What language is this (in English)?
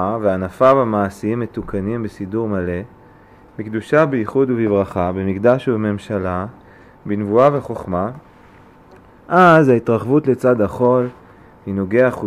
Hebrew